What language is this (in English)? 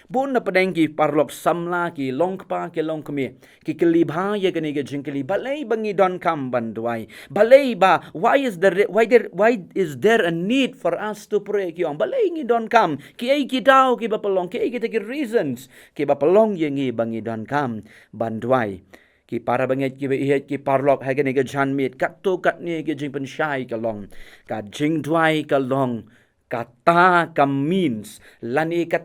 Khasi